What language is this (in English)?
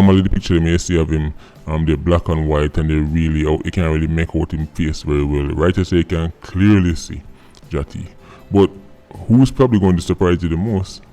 Jamaican Creole English